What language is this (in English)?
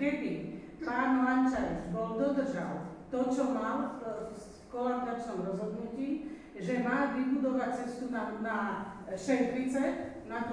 Slovak